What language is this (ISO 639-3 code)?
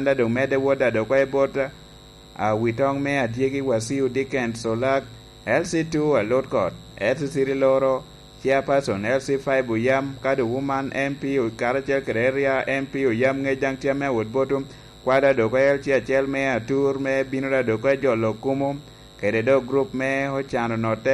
laj